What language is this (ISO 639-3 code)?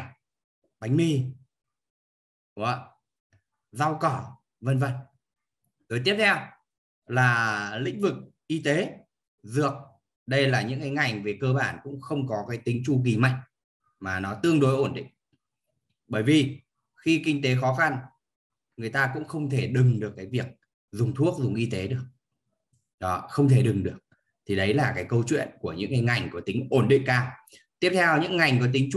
vie